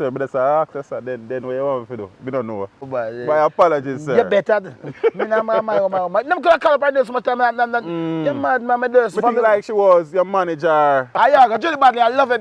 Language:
Jamaican Creole English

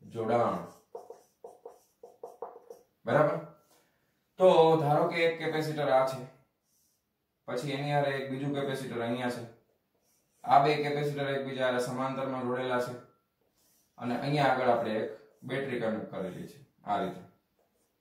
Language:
Gujarati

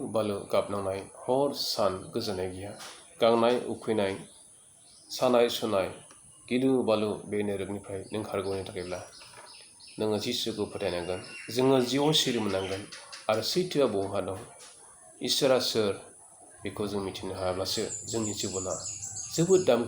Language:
Bodo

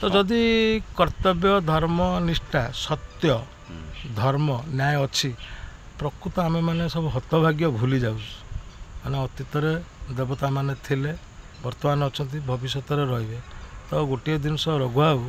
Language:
Odia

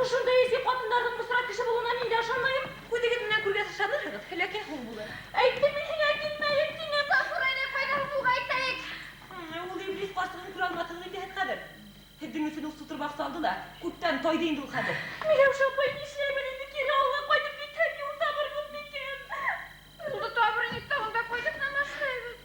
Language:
Bashkir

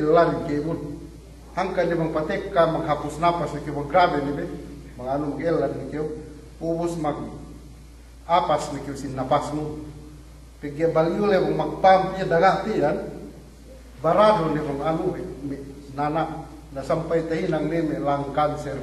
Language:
Yakan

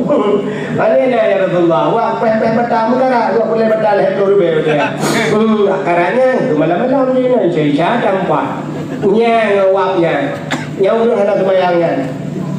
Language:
Achinese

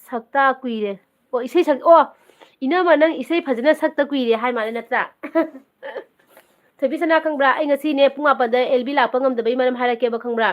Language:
Manipuri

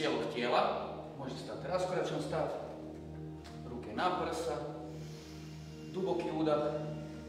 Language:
Croatian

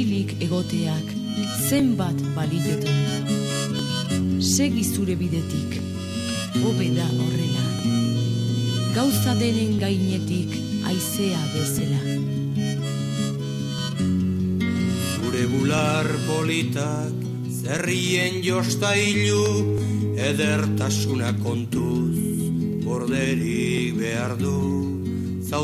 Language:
Basque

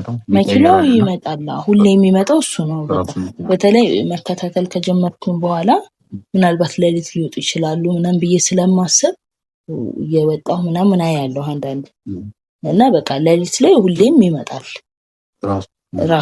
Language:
Amharic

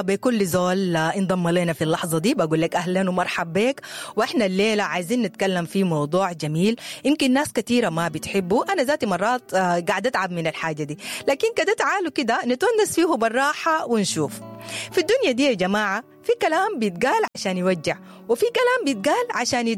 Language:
Sudanese Arabic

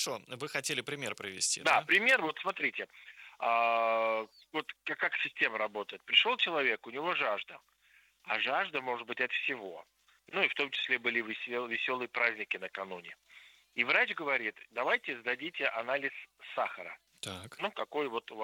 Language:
Russian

